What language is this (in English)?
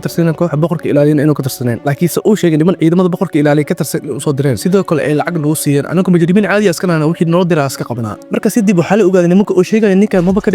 Somali